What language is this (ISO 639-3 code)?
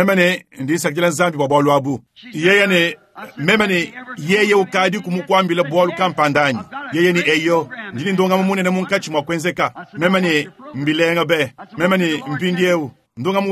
lua